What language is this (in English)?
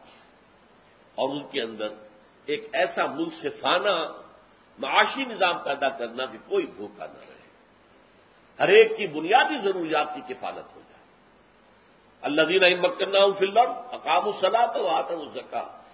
Urdu